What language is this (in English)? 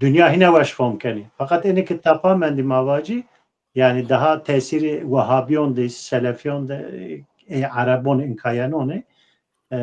Zaza